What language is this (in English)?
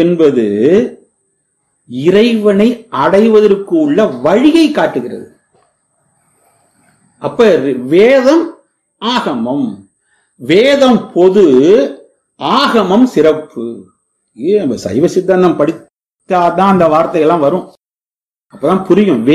Tamil